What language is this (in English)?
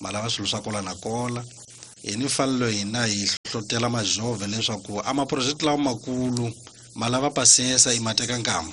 Tsonga